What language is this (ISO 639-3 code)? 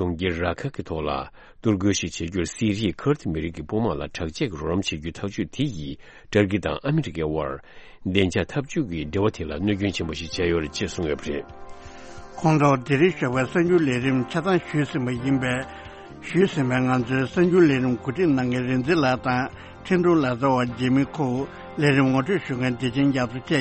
bod